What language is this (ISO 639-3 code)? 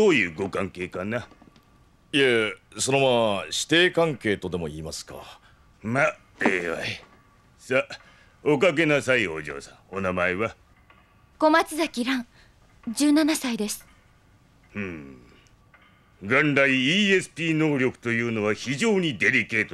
jpn